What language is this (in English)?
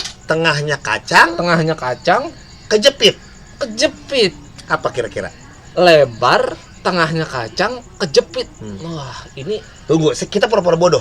Betawi